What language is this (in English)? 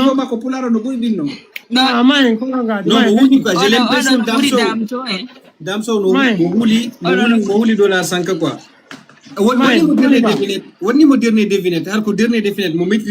Fula